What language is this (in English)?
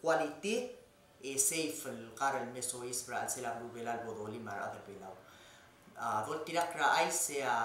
Palauan